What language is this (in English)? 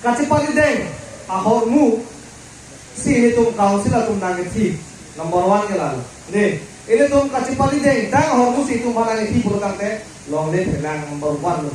Karbi